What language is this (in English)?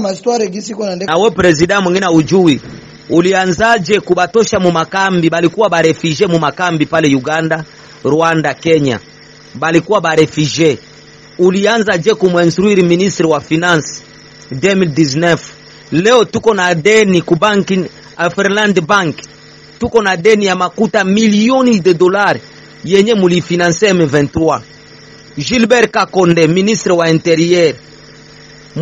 Swahili